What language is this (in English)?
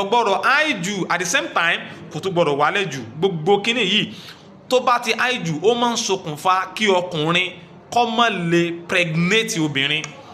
Yoruba